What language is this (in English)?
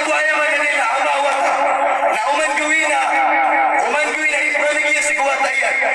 Maranao